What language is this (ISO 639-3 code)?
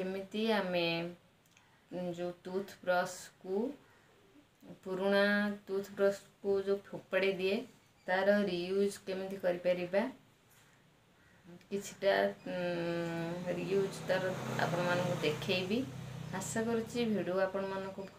ori